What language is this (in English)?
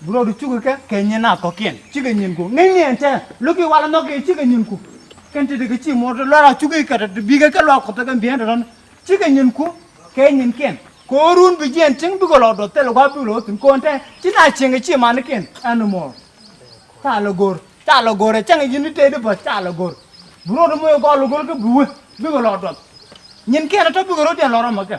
Nuer